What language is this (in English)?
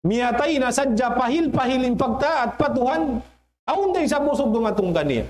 Tausug